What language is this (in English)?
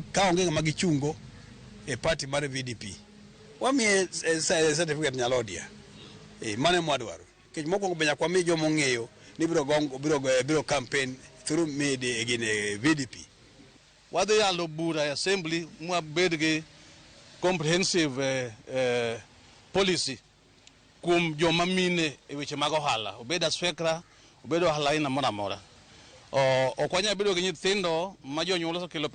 Luo (Kenya and Tanzania)